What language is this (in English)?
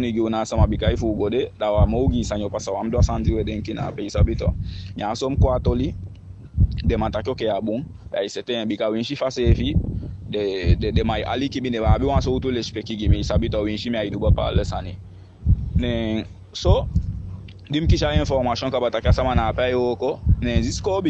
Eastern Maroon Creole